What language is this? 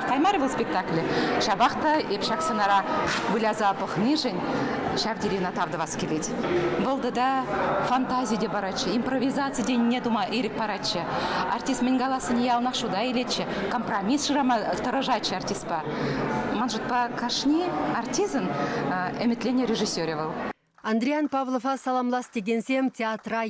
Chuvash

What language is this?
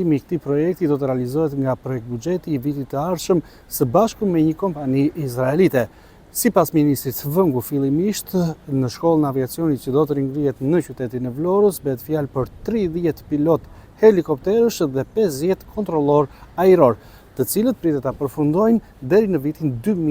Albanian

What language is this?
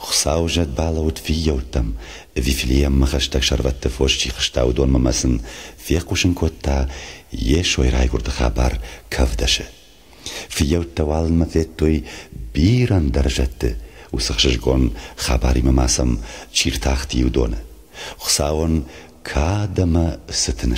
Ossetic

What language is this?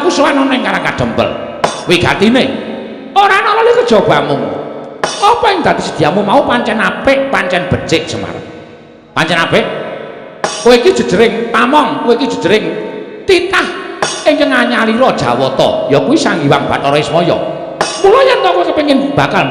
Javanese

